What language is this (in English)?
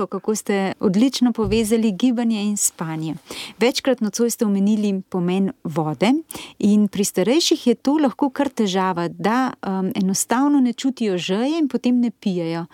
Slovenian